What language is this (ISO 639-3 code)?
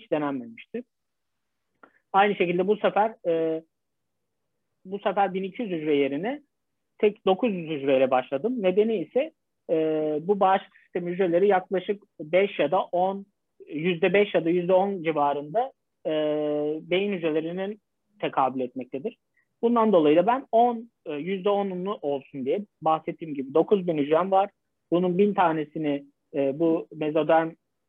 tur